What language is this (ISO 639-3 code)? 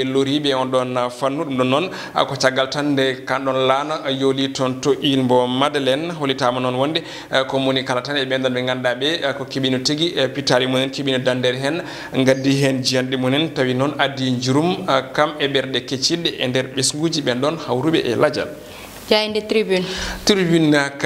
ful